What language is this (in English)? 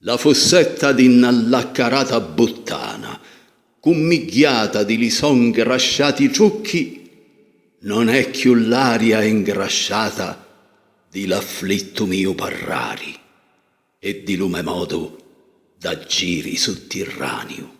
Sicilian